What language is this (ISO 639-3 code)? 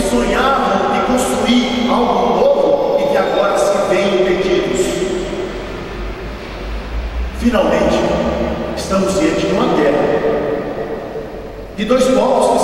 por